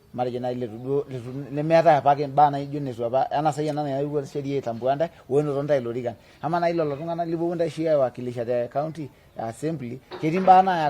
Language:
Masai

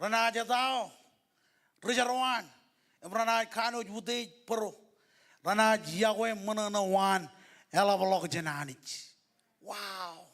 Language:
Marshallese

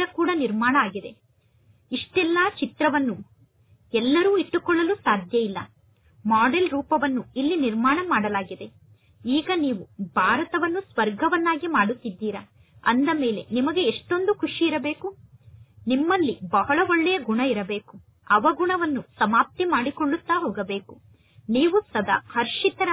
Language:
Kannada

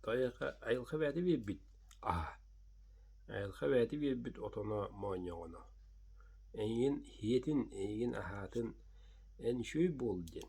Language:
Yakut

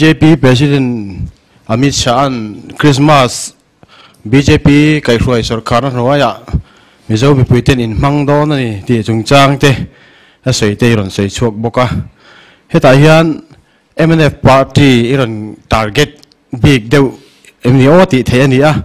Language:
Mizo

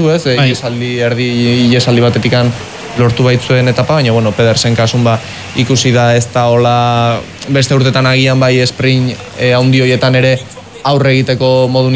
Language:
Basque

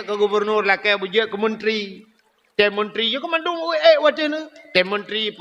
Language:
Achinese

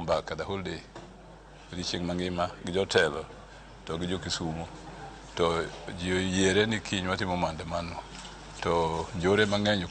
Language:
Luo (Kenya and Tanzania)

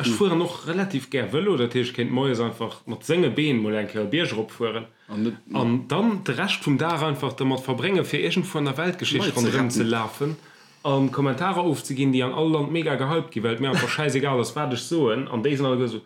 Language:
Luxembourgish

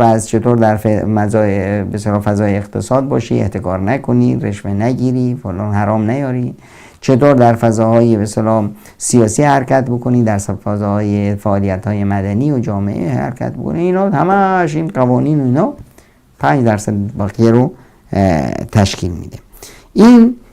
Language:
Persian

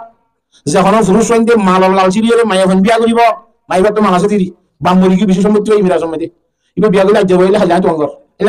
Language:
Rohingya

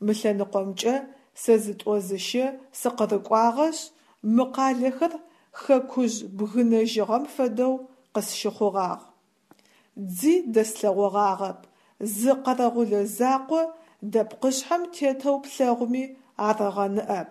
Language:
Adyghe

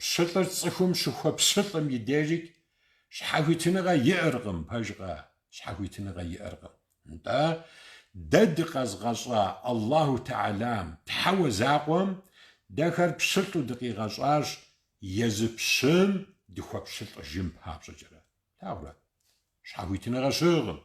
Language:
Kabardian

